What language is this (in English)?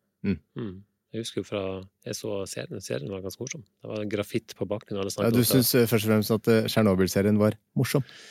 Norwegian